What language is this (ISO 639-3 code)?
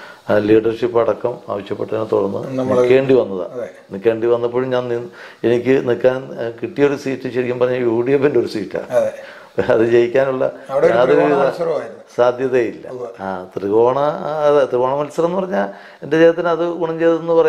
mal